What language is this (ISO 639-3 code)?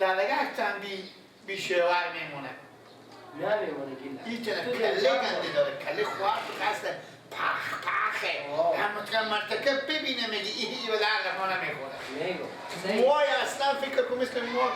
fas